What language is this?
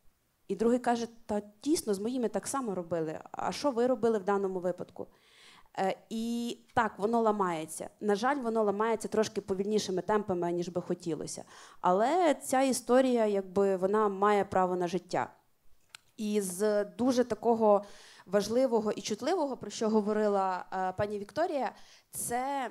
Ukrainian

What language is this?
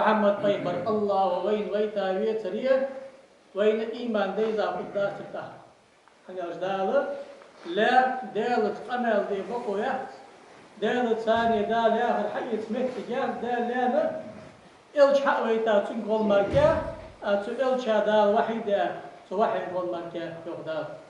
Ingush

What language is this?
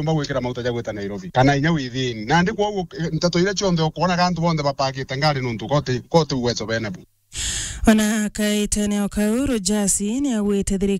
Meru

